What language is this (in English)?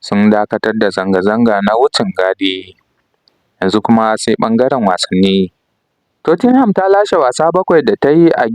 Hausa